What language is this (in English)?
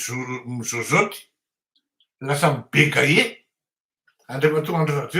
Malagasy